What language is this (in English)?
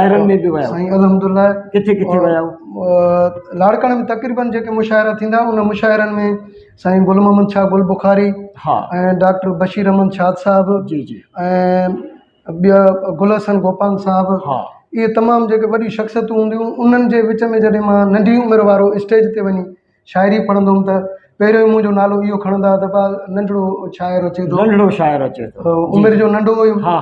Sindhi